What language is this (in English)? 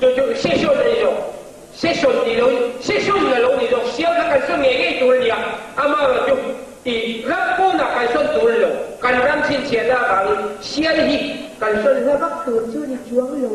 Hakha Chin